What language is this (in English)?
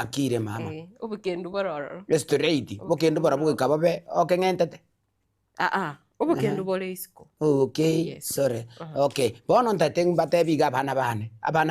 Gusii